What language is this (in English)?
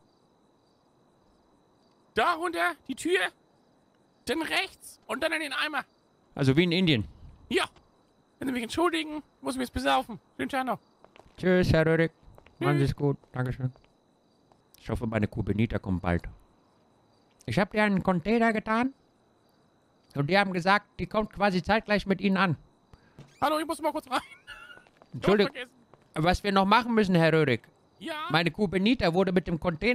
German